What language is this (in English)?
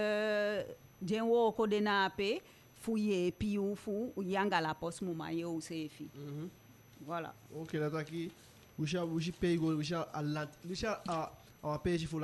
Eastern Maroon Creole